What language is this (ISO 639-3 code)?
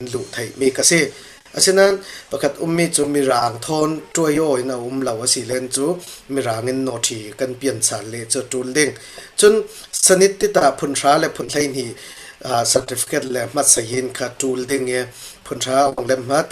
cfm